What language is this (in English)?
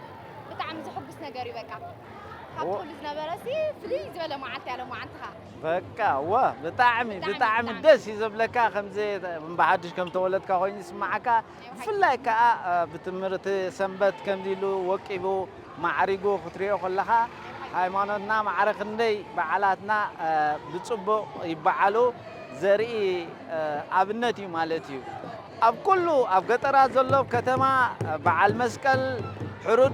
Tigrinya